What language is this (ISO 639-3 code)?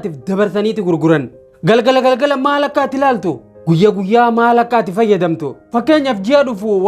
orm